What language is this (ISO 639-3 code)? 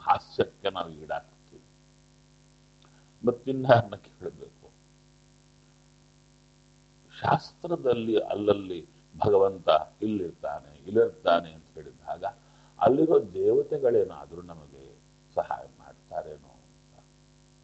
kan